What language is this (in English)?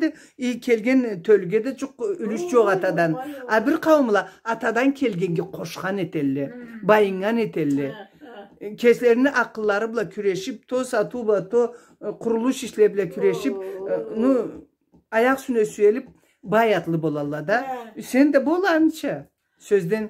Karachay-Balkar